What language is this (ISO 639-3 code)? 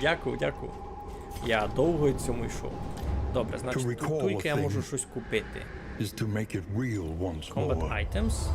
rue